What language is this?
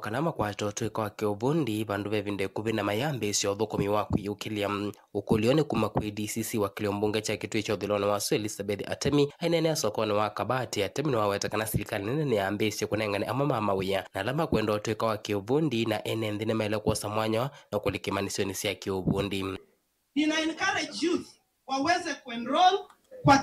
Kamba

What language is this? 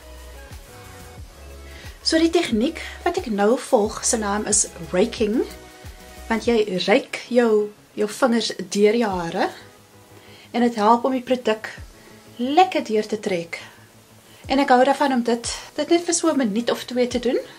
Afrikaans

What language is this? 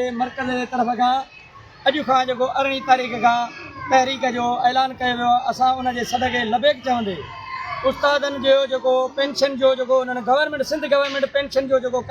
Sindhi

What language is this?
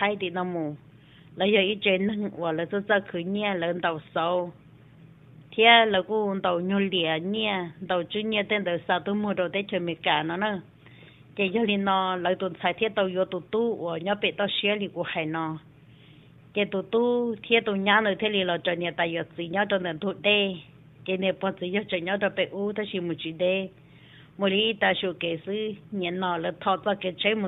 Vietnamese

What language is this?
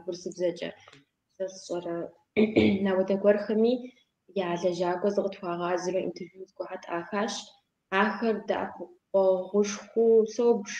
Kabardian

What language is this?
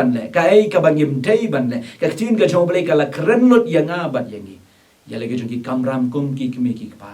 Khasi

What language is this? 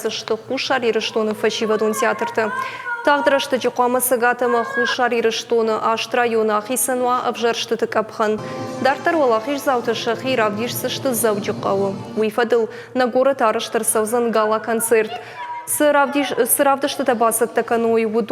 Ossetic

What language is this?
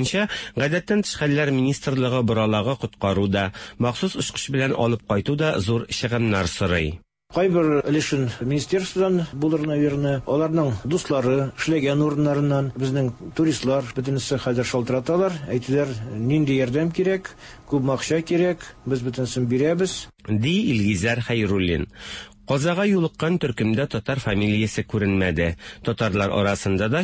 Tatar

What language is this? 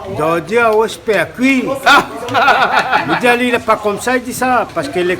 Réunion Creole French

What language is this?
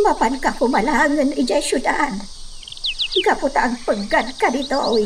Iloko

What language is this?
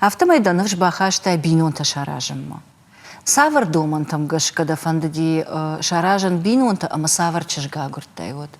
Ossetic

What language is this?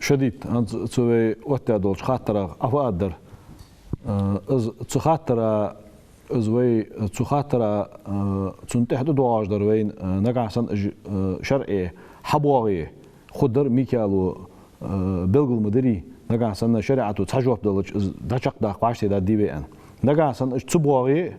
Ingush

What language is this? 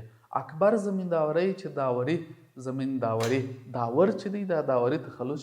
Pashto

